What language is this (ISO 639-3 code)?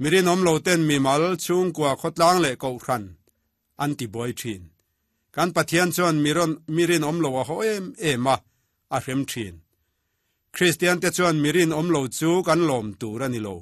lus